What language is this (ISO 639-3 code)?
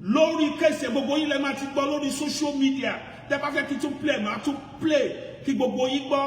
yor